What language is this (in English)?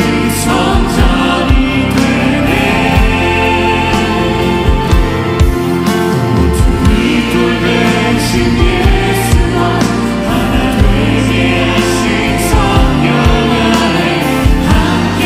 Korean